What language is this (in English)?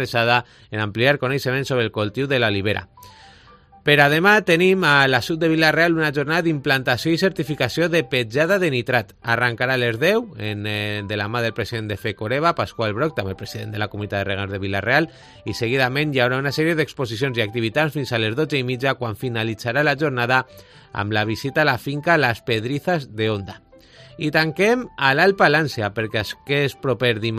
Catalan